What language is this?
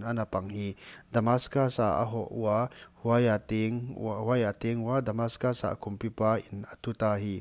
Paite Chin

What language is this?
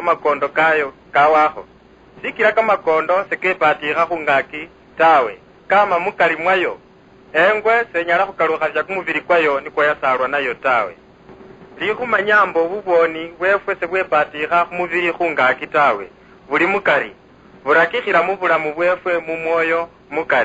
Luyia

